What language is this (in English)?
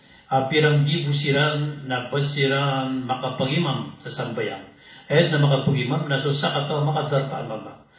Maranao